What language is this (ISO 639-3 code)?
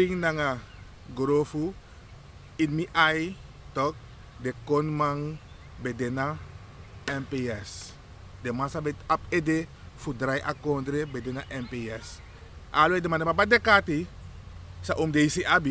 srn